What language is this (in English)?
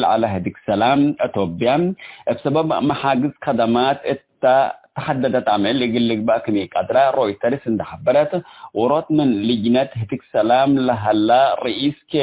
Tigre